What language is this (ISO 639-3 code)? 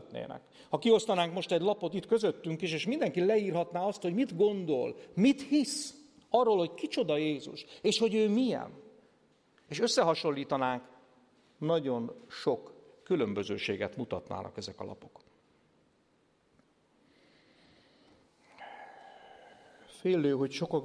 hun